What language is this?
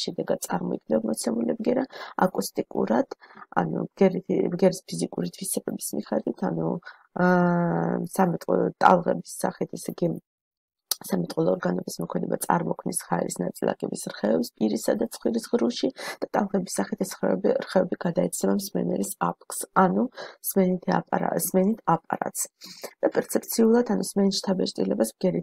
Georgian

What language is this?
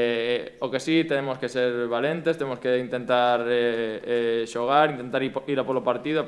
Galician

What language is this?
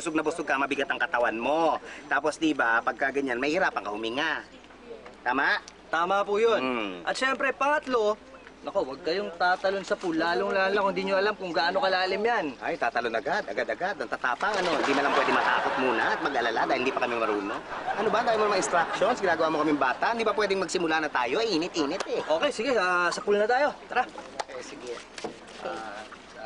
Filipino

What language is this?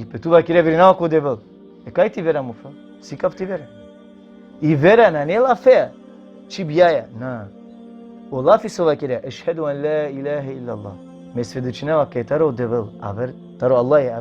Balkan Romani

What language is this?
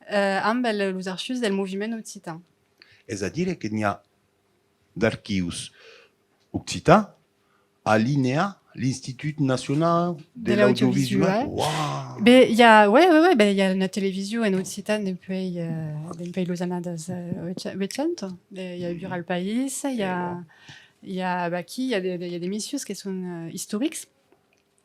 Occitan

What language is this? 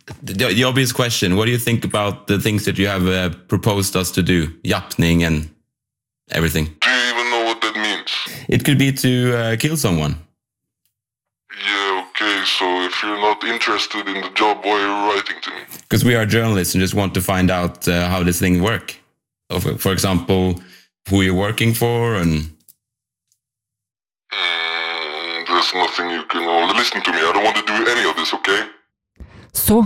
Norwegian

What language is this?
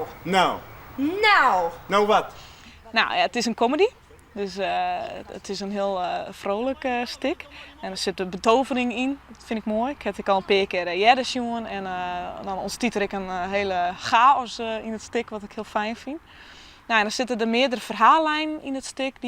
Western Frisian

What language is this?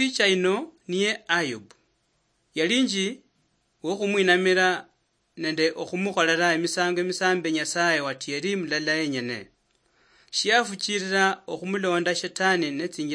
Luyia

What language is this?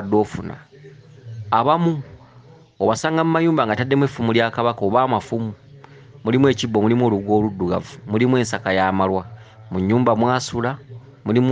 Ganda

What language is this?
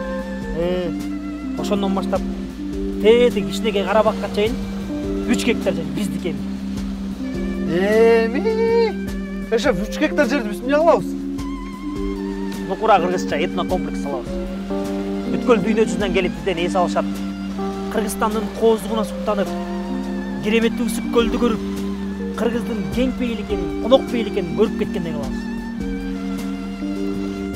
Kyrgyz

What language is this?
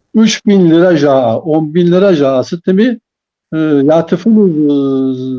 Kabardian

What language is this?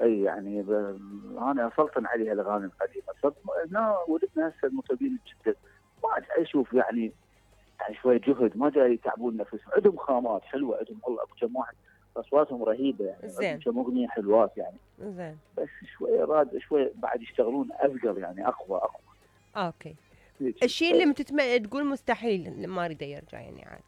Mesopotamian Arabic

